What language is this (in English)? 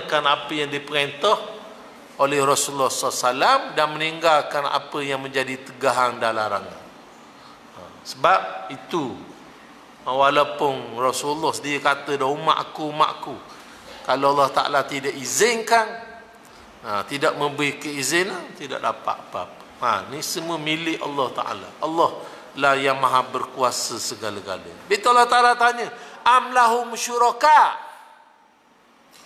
Malay